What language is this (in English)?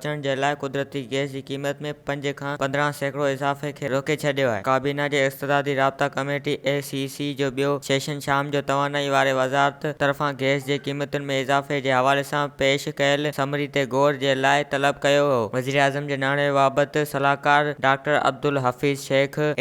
Sindhi